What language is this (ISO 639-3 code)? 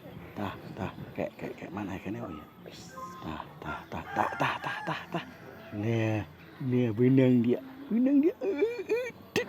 sun